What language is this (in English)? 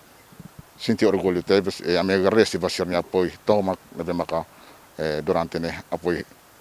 Tetum